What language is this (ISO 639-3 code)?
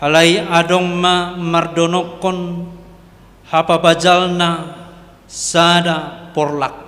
bbc